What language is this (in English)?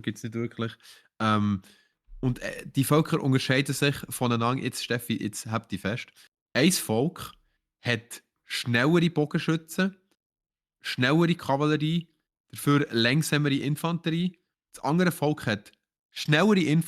Swiss German